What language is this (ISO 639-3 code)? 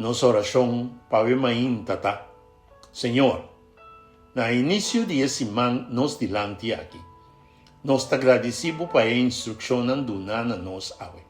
pap